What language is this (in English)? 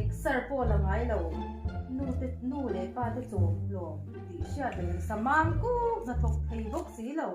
Mizo